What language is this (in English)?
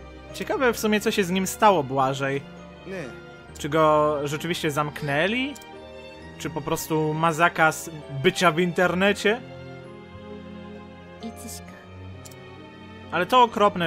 Polish